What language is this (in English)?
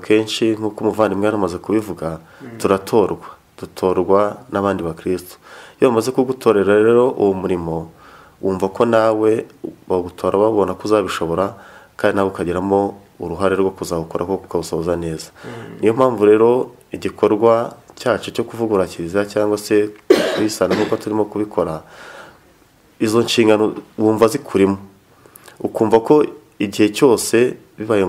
Kinyarwanda